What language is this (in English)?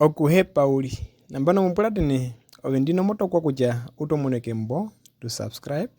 Herero